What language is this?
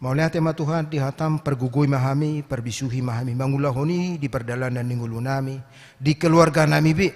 Batak Toba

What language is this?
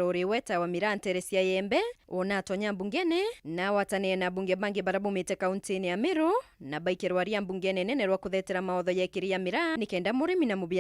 Meru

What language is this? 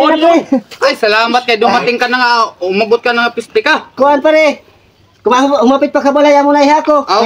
Waray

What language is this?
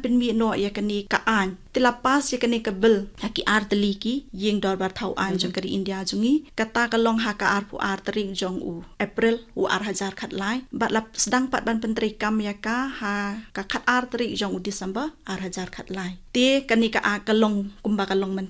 Khasi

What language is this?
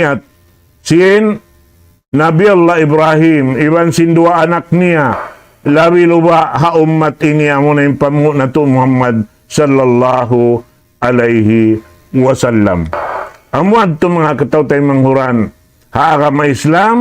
Tausug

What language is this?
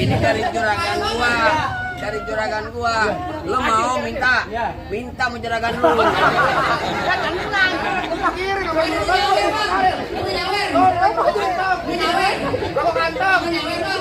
Betawi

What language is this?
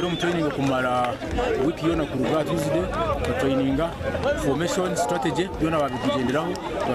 Nyankole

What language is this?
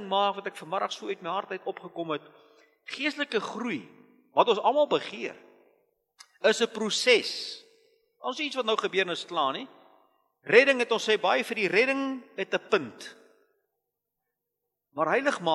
Afrikaans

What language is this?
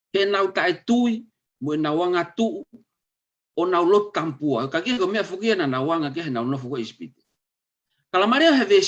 Tongan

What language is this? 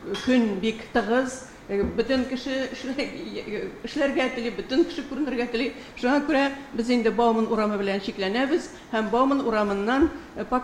Tatar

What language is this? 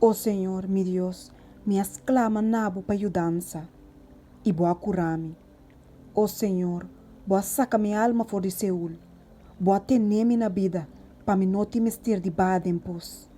Papiamento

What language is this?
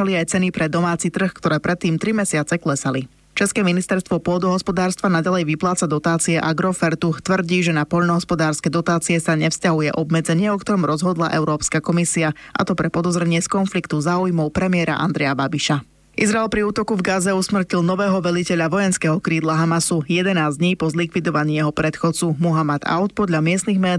Slovak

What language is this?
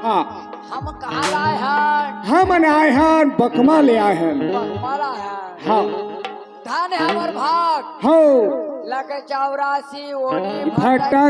Chhattisgarhi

